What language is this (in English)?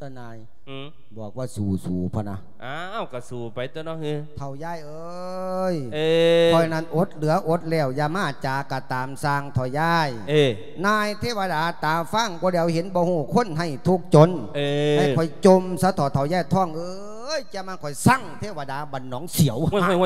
Lao